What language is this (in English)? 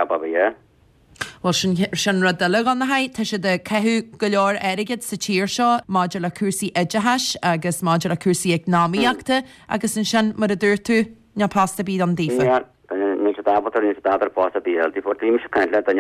Irish